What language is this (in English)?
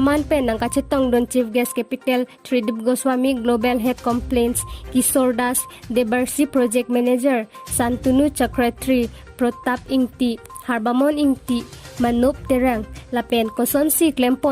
Karbi